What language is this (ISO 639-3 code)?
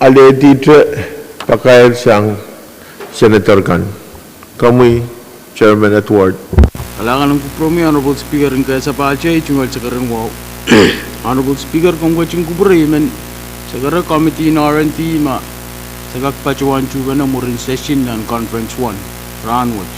pon